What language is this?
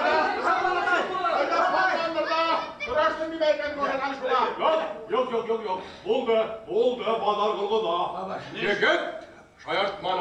Bashkir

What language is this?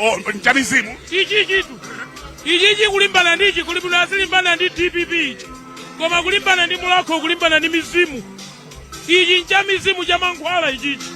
Nyanja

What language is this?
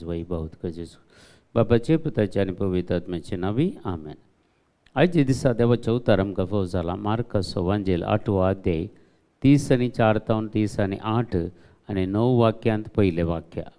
Konkani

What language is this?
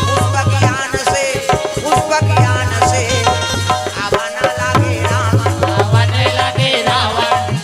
Chhattisgarhi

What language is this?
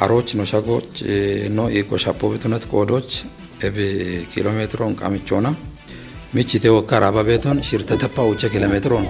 Kafa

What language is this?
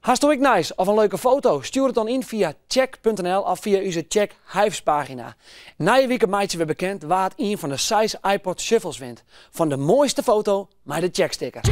Western Frisian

